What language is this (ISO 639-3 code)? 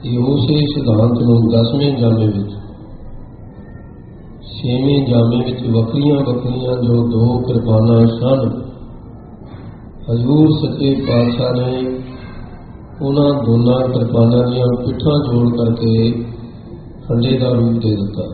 pan